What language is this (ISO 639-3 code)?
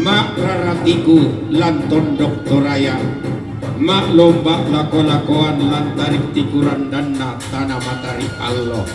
sda